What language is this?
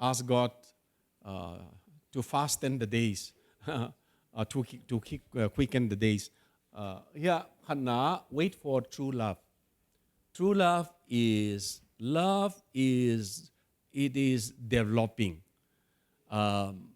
Tedim Chin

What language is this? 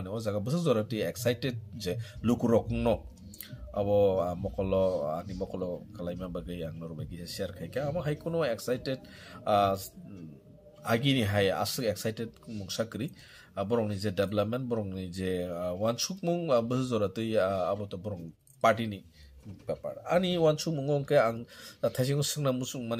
Kok Borok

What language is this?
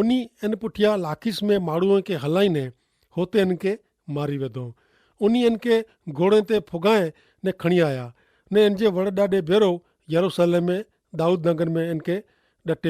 Kachhi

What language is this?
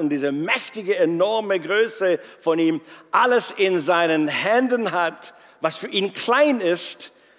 Swiss German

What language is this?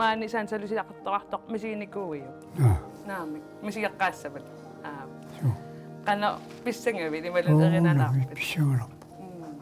Kalaallisut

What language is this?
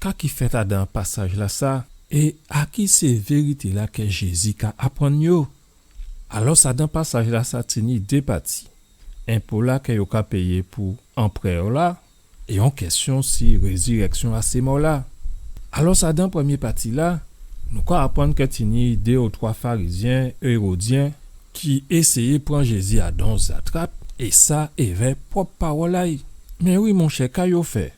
Guadeloupean Creole French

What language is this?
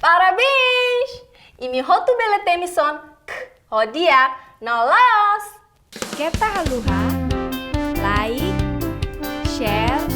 Tetum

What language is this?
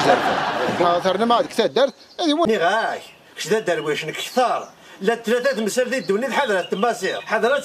Kabyle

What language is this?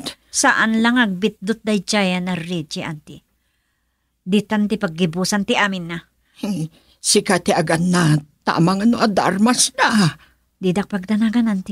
Iloko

